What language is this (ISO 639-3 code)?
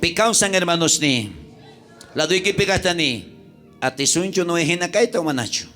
quh